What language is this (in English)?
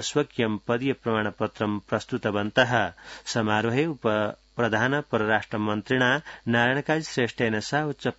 Sanskrit